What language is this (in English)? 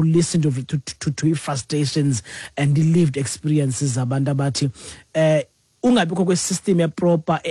Xhosa